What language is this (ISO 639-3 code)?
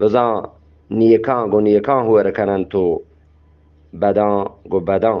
bgp